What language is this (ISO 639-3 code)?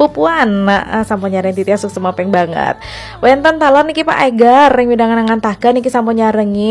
ban